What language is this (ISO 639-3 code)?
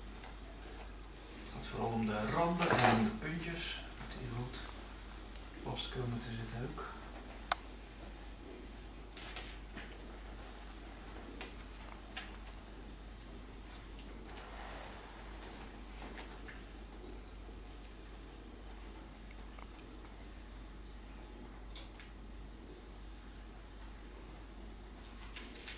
nld